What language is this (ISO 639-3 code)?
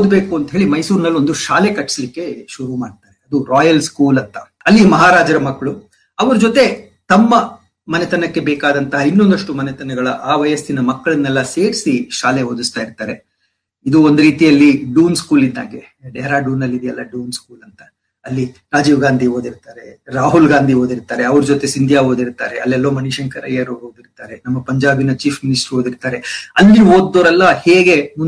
kan